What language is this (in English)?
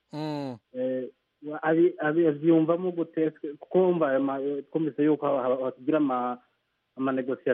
Kinyarwanda